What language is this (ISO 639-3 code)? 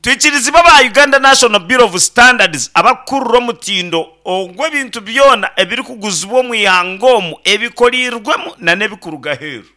nyn